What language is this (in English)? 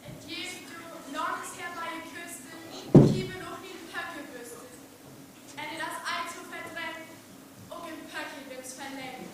Northern Frisian